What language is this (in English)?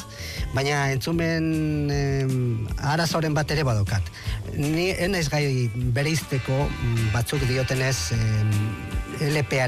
Basque